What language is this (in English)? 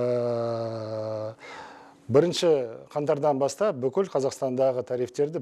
Kazakh